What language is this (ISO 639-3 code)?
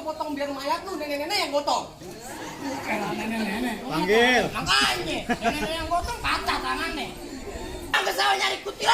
bew